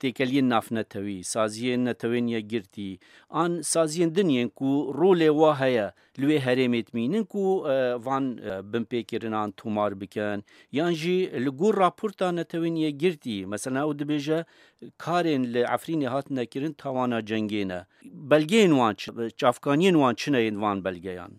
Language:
Kurdish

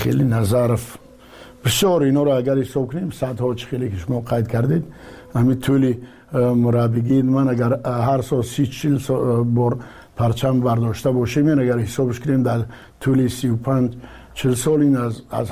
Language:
Tajik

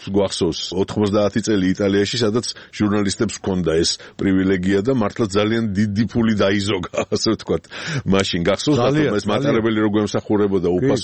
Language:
Georgian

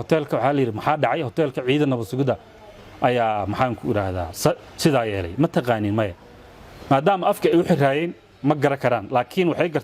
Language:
Somali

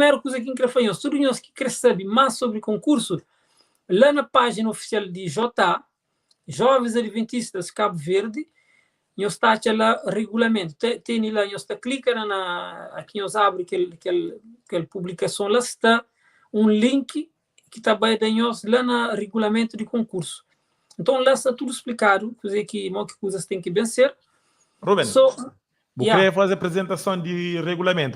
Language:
Kabuverdianu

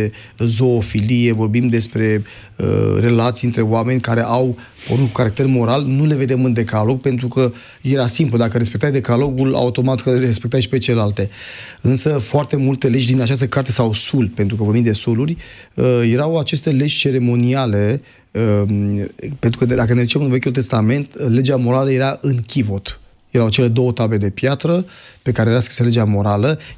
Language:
Romanian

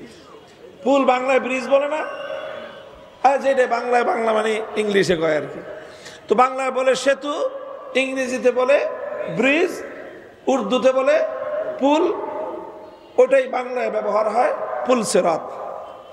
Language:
Bangla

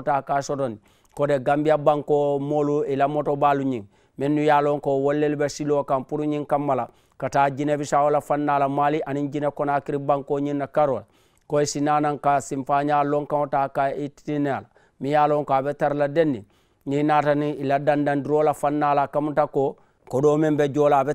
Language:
Mandingo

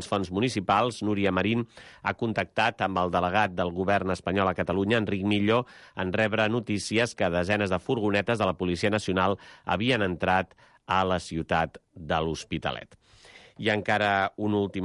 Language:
Catalan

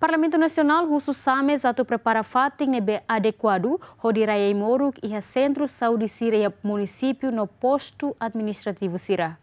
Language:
Tetum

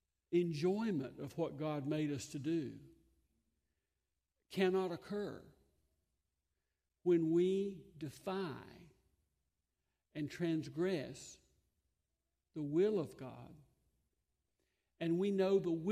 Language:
English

